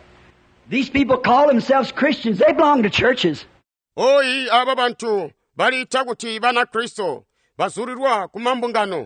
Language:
Tonga (Zambia)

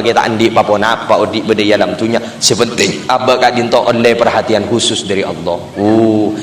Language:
Madurese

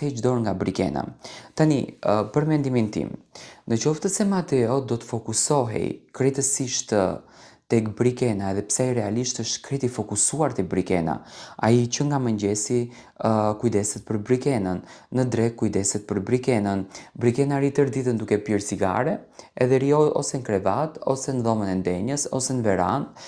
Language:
Albanian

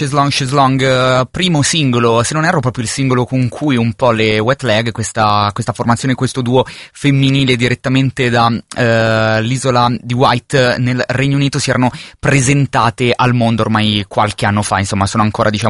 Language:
Italian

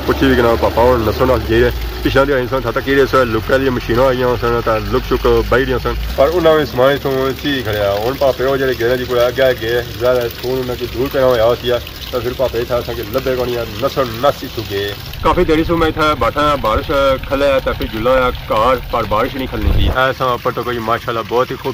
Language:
Pahari-Potwari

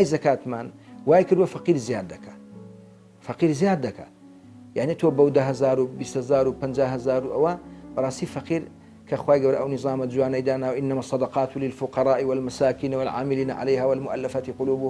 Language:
Central Kurdish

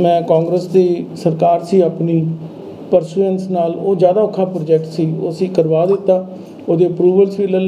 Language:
Punjabi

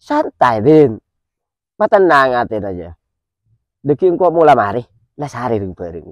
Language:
Madurese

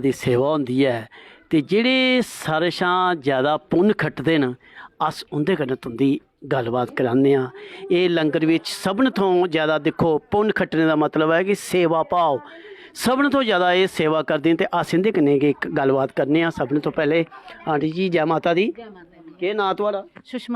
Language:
Dogri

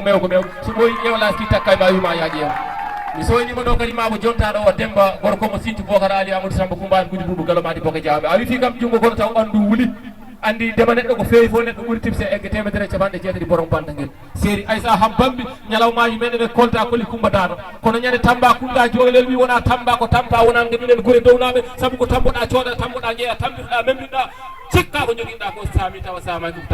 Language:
Fula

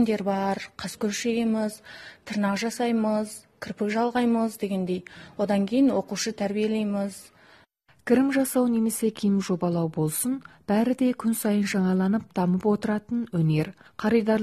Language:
Kazakh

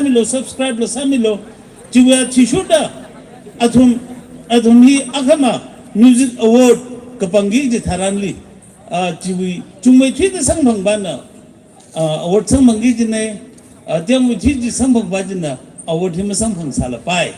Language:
Tangkhul Naga (India)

